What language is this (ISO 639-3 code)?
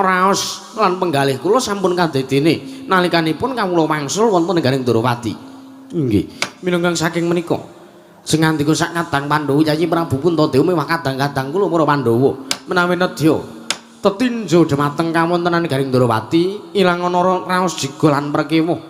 jav